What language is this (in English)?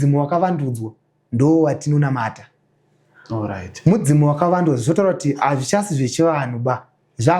Shona